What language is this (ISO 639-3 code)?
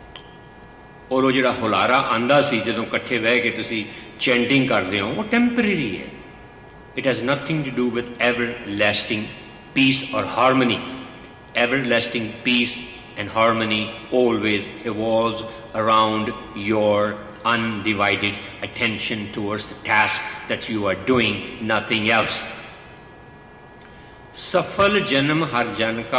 pan